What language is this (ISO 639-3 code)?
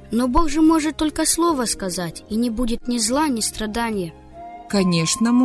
rus